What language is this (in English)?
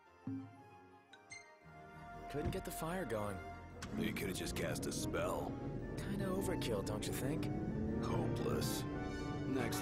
English